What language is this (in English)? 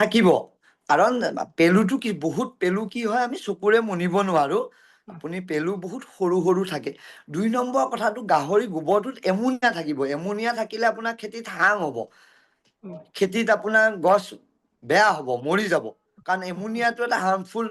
Assamese